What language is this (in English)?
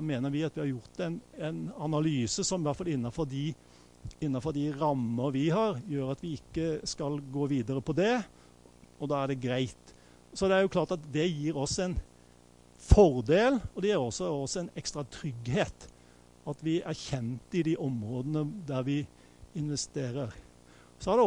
Norwegian